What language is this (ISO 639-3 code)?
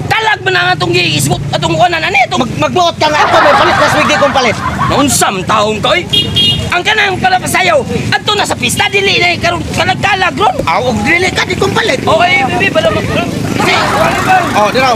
ceb